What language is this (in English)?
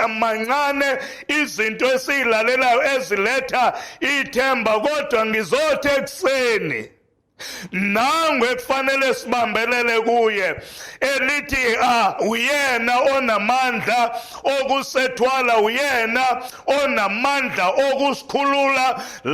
Zulu